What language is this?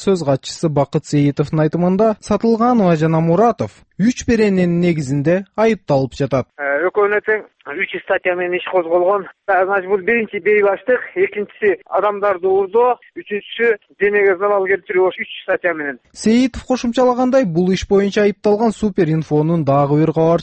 Kyrgyz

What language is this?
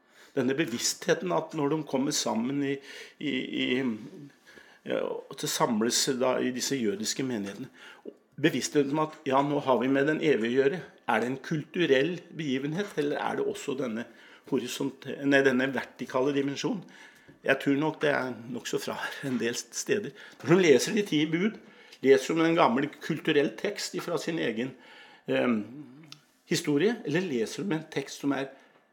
Norwegian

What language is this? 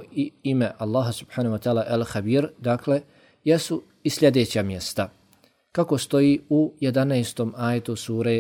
Bosnian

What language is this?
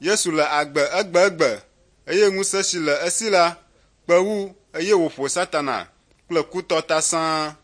Ewe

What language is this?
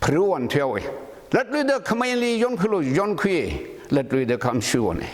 Tangkhul Naga (India)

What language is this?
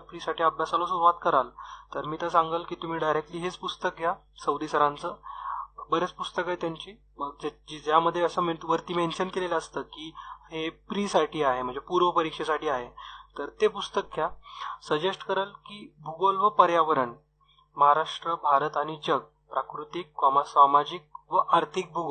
Marathi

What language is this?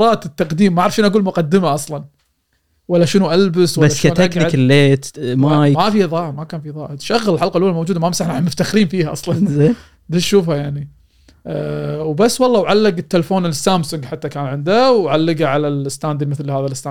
Gulf Arabic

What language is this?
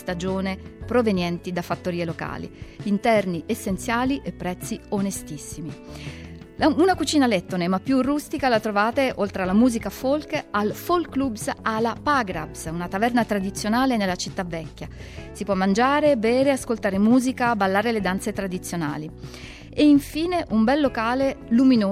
Italian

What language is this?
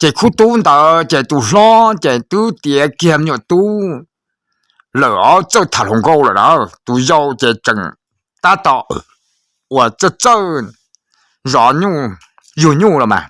Hmong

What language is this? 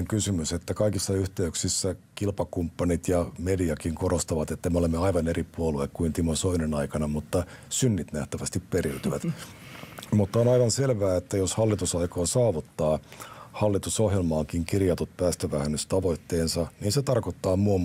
Finnish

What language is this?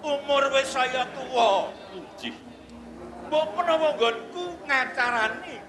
Javanese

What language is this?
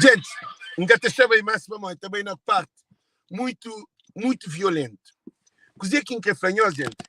Kabuverdianu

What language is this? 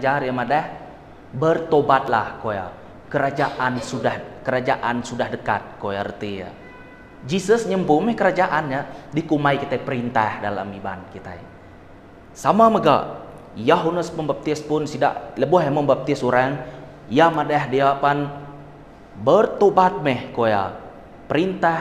Iban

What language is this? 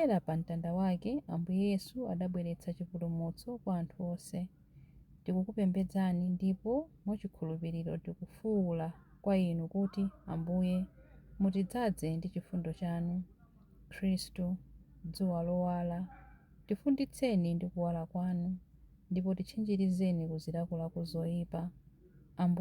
Nyanja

